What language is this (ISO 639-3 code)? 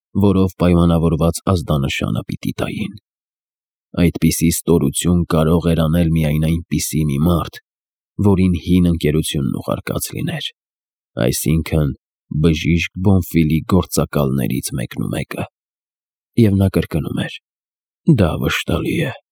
hye